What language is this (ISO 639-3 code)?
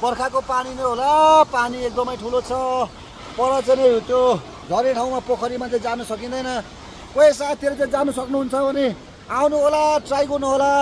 nep